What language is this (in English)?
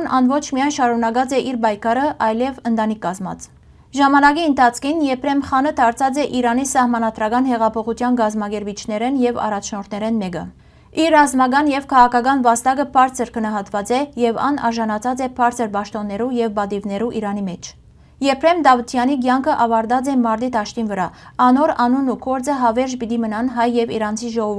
Western Armenian